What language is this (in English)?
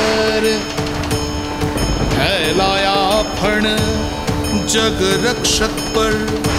Hindi